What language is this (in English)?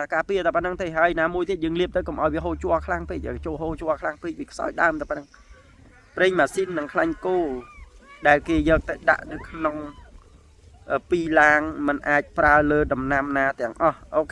Khmer